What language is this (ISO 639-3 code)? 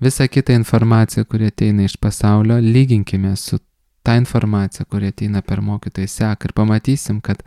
lit